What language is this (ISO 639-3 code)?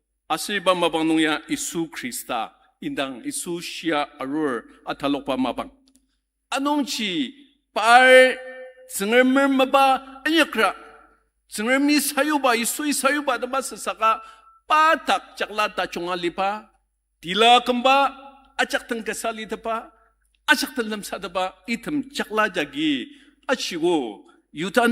njo